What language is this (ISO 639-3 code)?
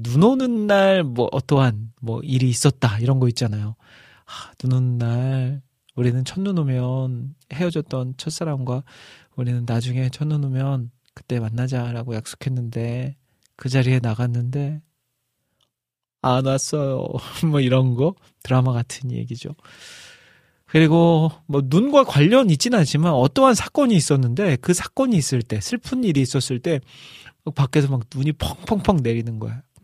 kor